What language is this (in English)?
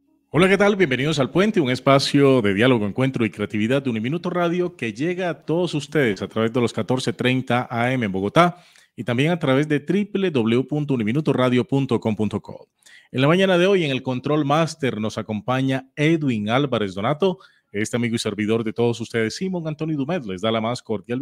Spanish